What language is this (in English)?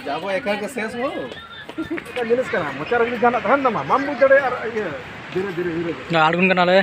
Santali